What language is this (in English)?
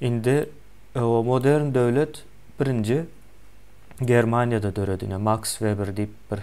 Turkmen